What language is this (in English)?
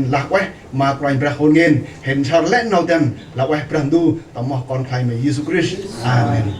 Central Mnong